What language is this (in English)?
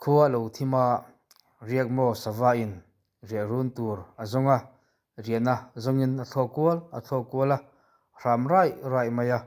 Mizo